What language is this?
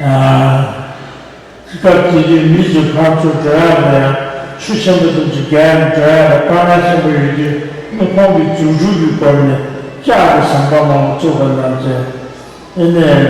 Tibetan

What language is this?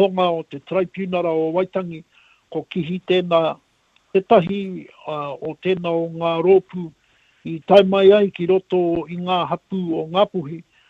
Māori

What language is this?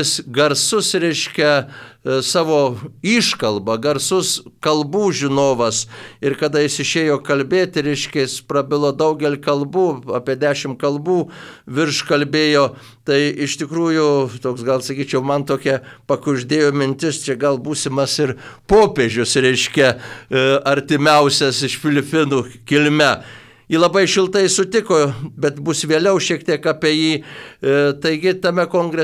Lithuanian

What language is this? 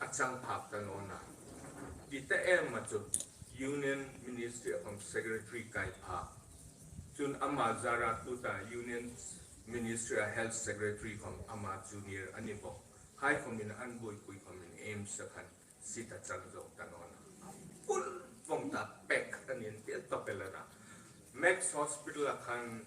Hmar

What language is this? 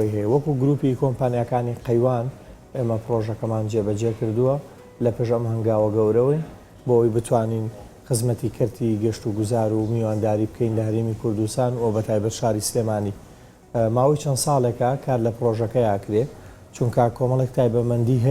Central Kurdish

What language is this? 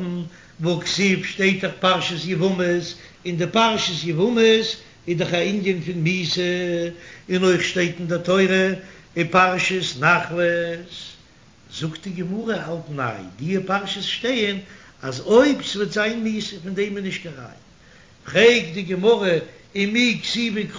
Yiddish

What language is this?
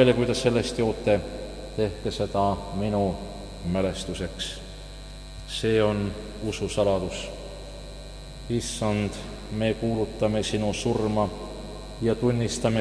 Estonian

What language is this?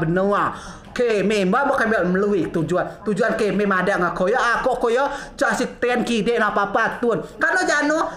Rejang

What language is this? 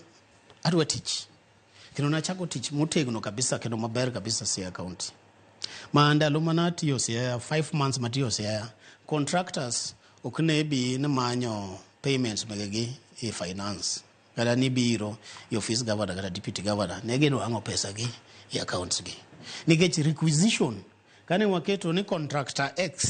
Luo (Kenya and Tanzania)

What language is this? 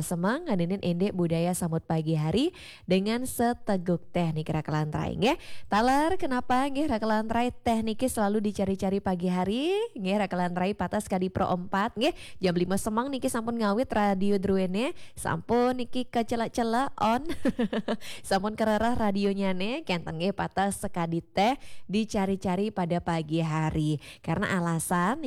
Balinese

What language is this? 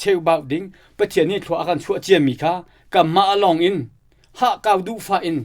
Hakha Chin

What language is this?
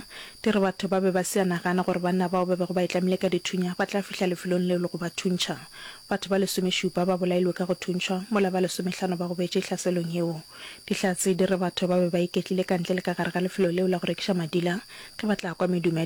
Northern Sotho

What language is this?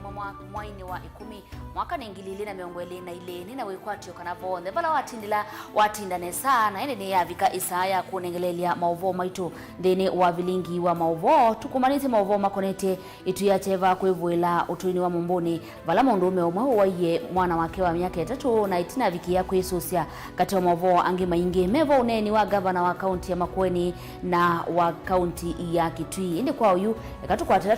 Kamba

